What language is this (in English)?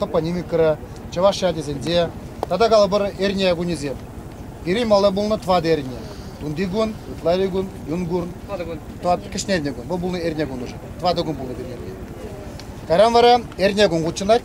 Chuvash